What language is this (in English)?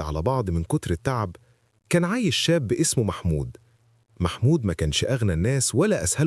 Egyptian Arabic